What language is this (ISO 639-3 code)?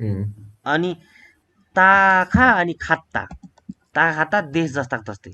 nep